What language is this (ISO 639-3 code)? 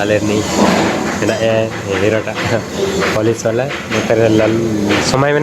sat